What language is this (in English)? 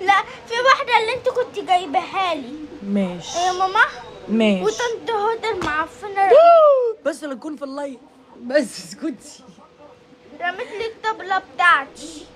Egyptian Arabic